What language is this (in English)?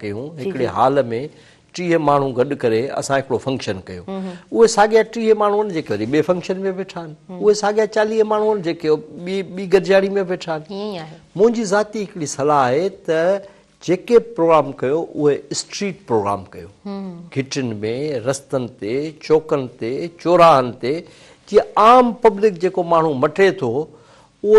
Sindhi